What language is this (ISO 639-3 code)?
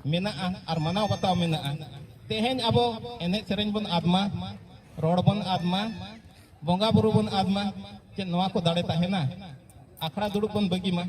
sat